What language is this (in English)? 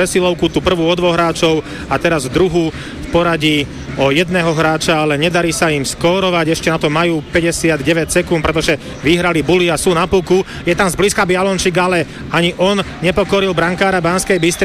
Slovak